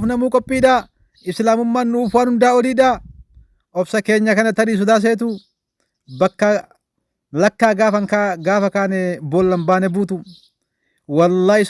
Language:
Oromo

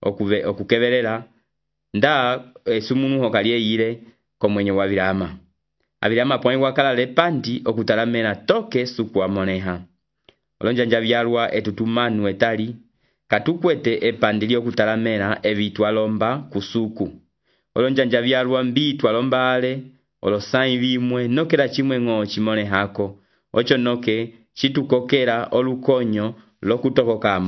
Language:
Umbundu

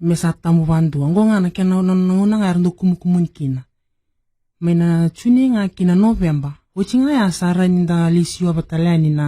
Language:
Fijian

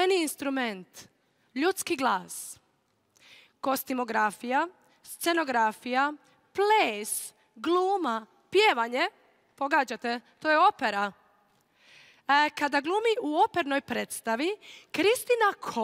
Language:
Croatian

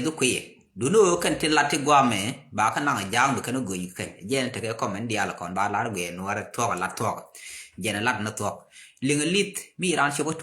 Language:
Nuer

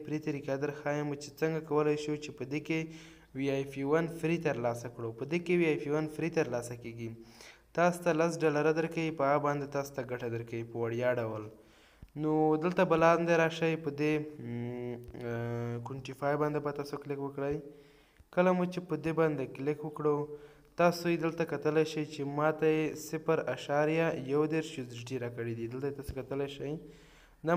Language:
Pashto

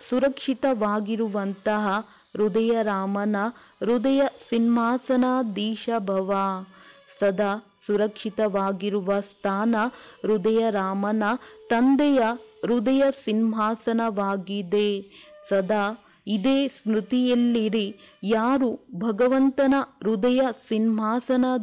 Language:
Kannada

